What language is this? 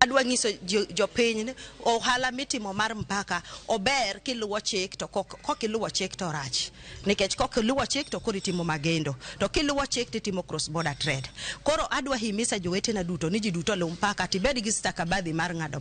Luo (Kenya and Tanzania)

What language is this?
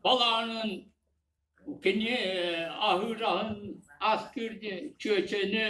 Yakut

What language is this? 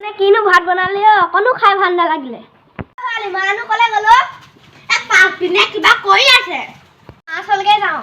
Assamese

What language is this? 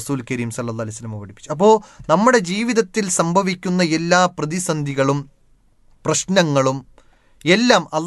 Malayalam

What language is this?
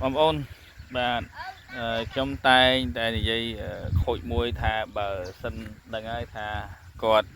Khmer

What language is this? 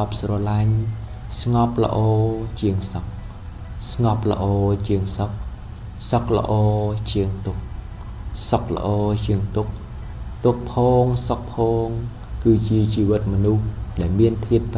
Khmer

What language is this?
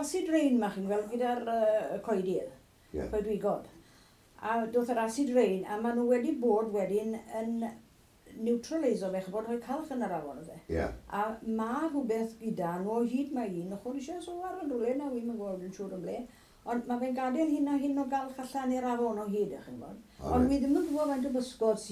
Welsh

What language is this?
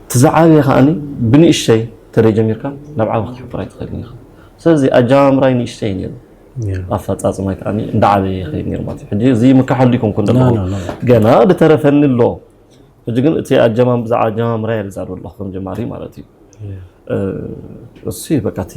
Tigrinya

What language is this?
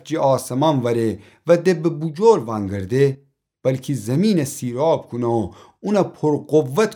Gilaki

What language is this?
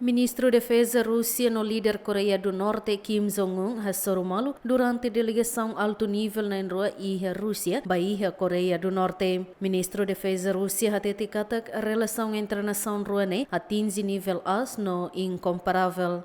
Tetum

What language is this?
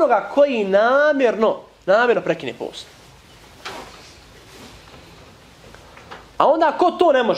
Bosnian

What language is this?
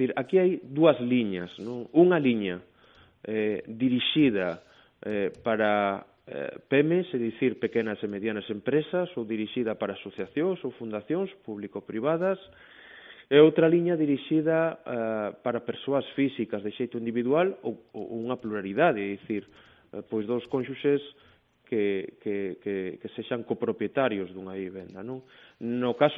Galician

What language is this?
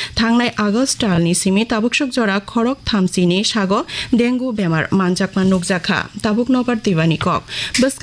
Kok Borok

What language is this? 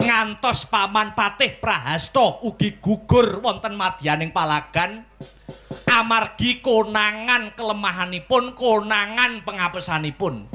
Javanese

